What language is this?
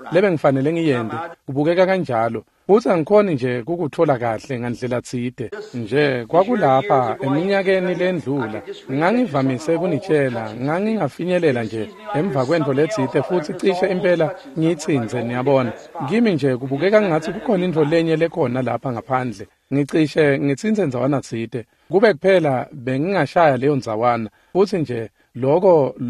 Swati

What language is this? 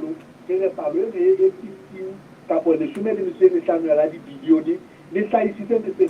Southern Sotho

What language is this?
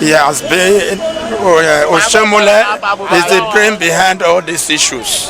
Nigerian Pidgin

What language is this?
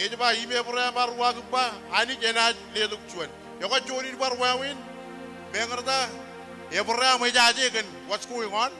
Marshallese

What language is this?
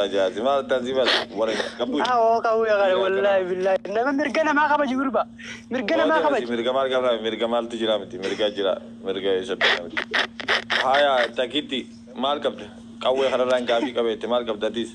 Oromo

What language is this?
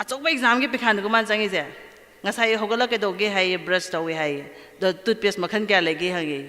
Manipuri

